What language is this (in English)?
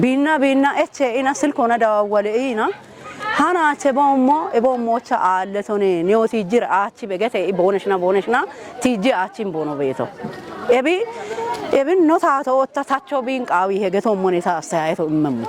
Kafa